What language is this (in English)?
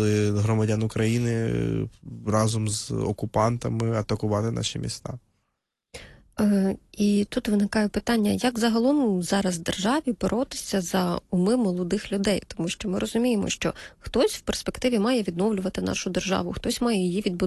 Ukrainian